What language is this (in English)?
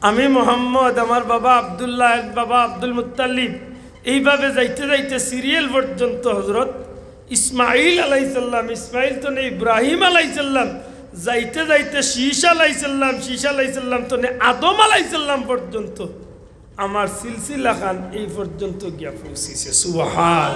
Sylheti